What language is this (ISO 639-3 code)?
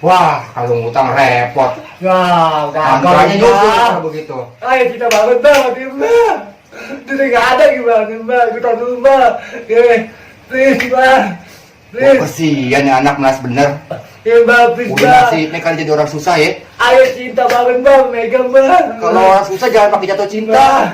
bew